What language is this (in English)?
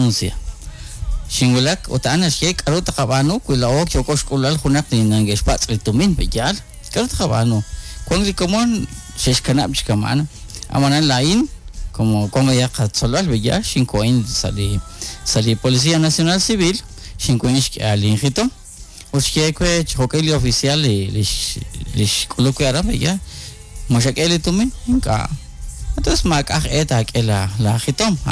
Kekchí